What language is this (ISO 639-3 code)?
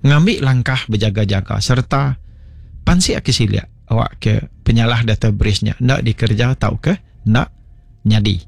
iba